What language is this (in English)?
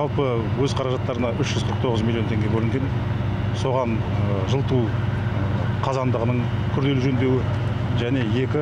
Kazakh